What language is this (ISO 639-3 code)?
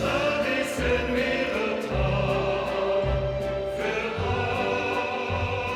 lim